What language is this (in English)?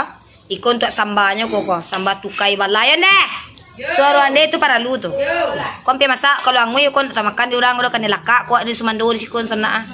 Minangkabau